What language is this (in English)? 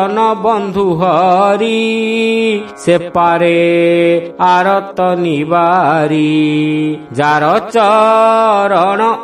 Odia